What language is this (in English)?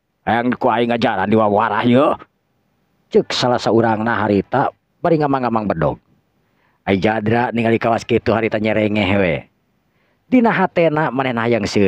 Sundanese